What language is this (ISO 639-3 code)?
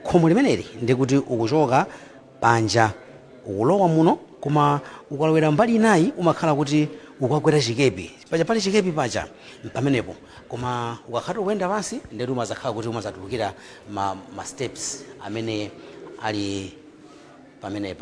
nya